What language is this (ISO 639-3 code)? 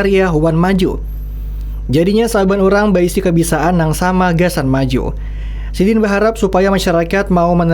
bjn